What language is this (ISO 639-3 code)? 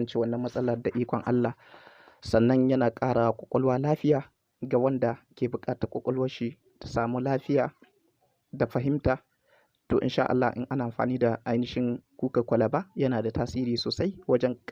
hau